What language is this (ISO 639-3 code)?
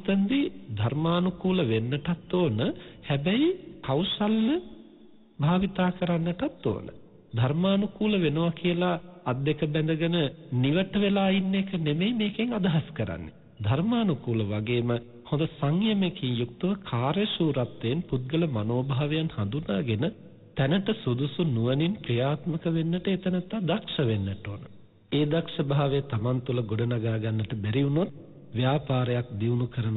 sin